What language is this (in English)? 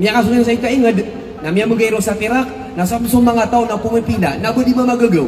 Maranao